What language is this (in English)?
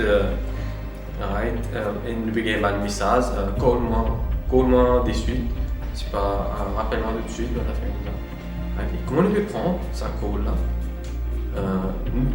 Morisyen